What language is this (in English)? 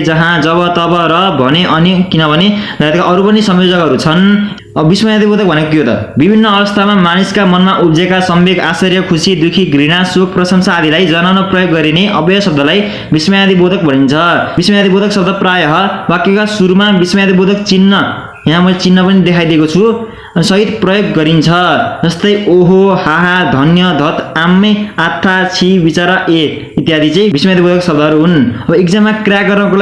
Nepali